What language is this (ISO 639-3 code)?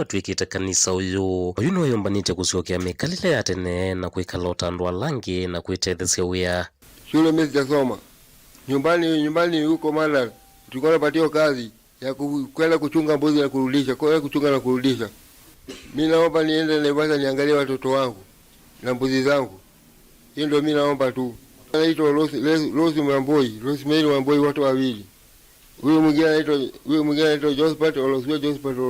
kam